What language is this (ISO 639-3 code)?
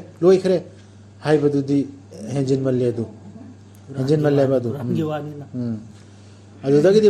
mni